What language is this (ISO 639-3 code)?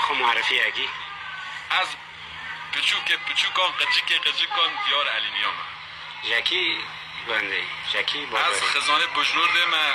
kur